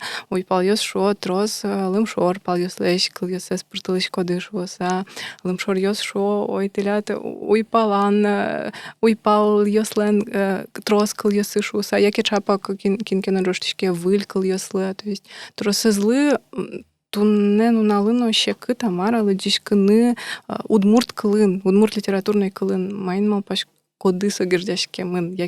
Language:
Udmurt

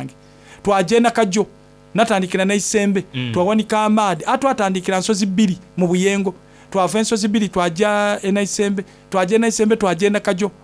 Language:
Soga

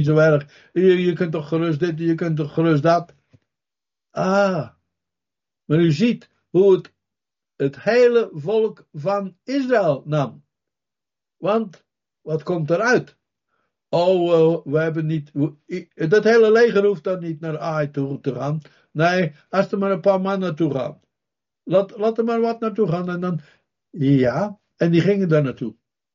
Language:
Dutch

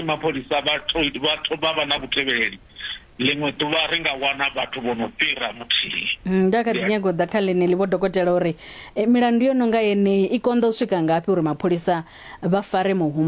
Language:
Venda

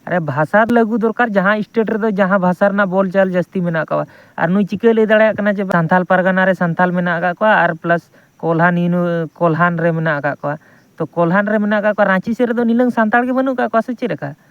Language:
Santali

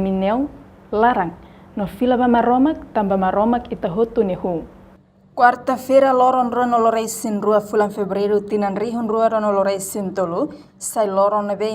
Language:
Tetum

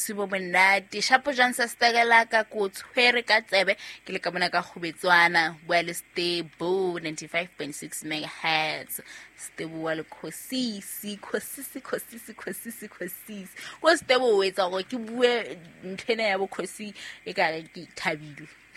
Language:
Southern Sotho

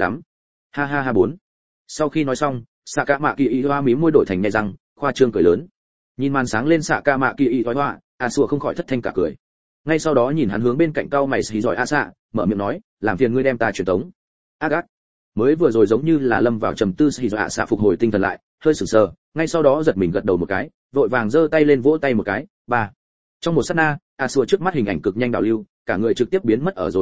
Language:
Vietnamese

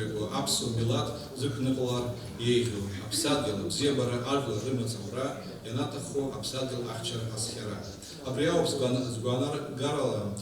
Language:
Abkhazian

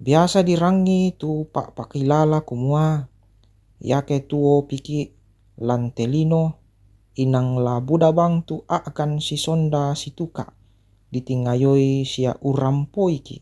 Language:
Toraja-Sa'dan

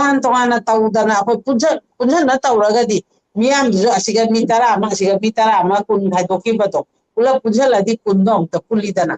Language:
Manipuri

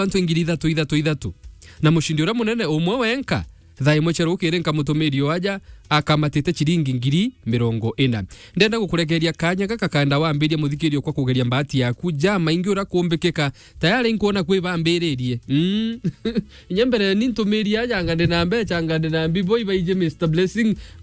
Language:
Meru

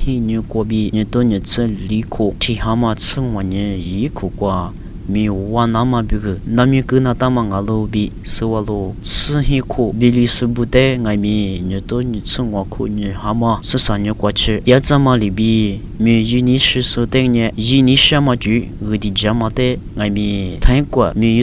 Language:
Lisu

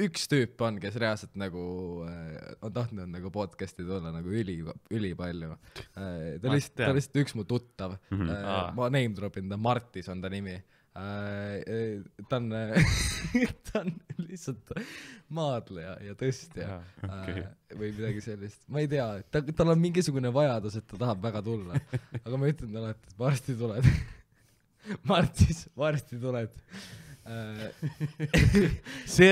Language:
Estonian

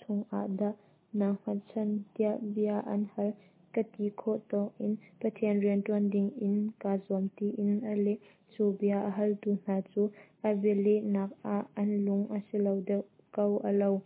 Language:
Hakha Chin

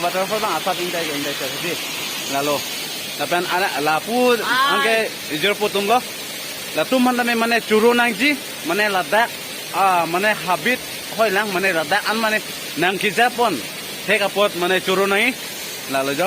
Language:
Karbi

